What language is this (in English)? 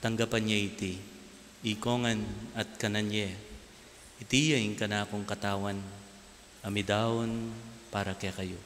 Pampanga